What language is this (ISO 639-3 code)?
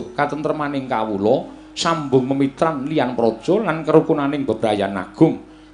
jav